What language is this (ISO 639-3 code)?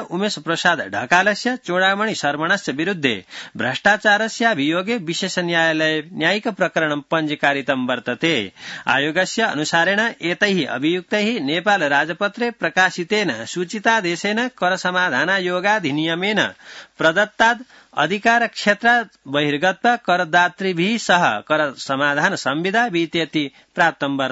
san